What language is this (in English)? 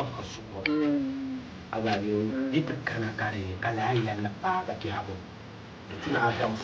Dagbani